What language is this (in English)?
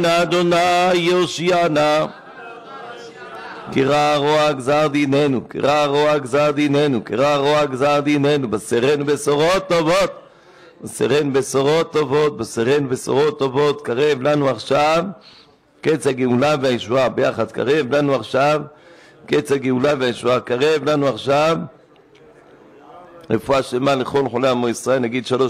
Hebrew